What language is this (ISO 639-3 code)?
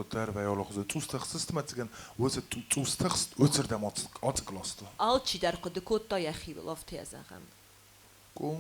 oss